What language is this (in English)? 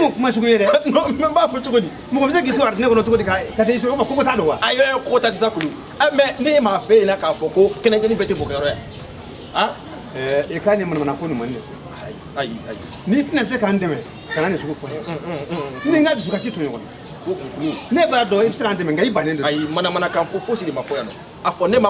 Bambara